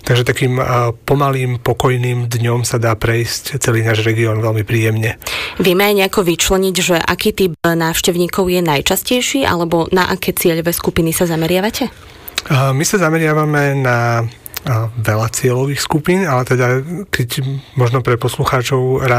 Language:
Slovak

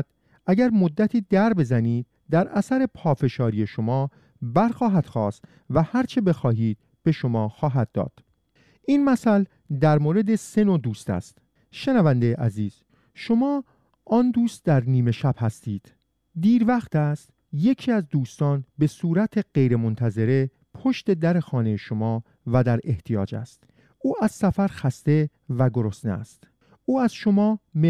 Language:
Persian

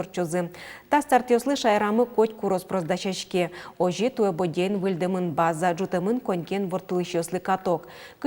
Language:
Udmurt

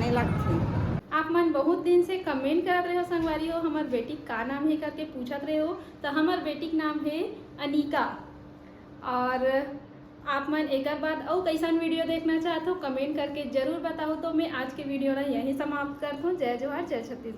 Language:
Chhattisgarhi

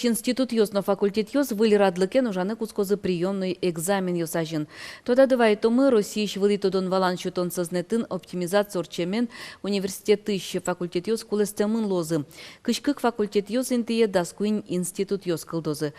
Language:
Udmurt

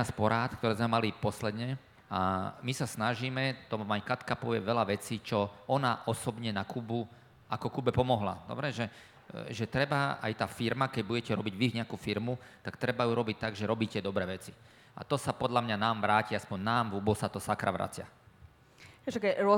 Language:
Slovak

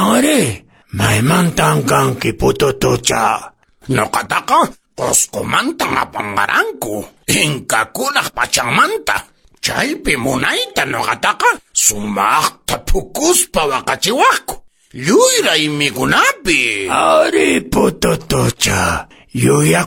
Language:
Quechua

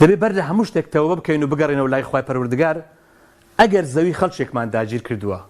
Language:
Central Kurdish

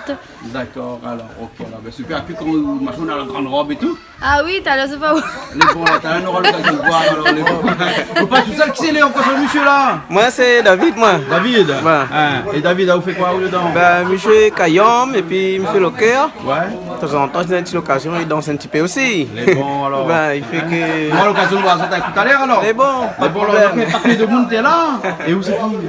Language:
Réunion Creole French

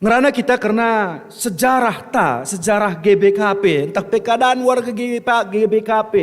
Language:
Batak Karo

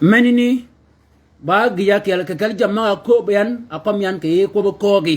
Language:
Shilluk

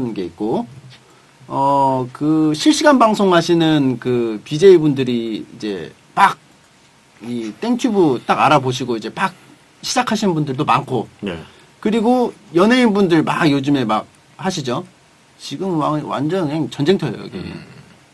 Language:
Korean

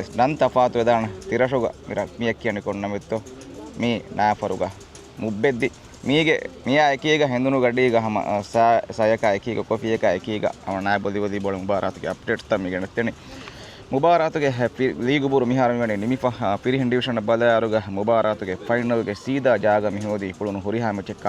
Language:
Divehi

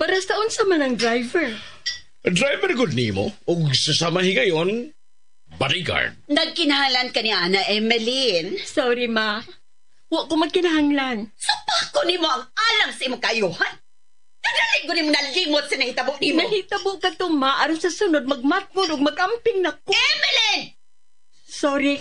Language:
Cebuano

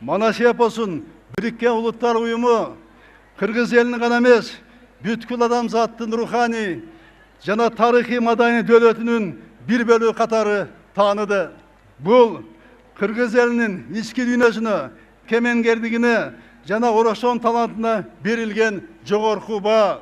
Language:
Kyrgyz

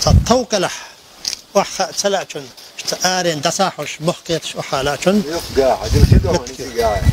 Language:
Chechen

